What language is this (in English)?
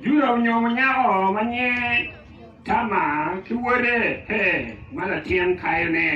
Acoli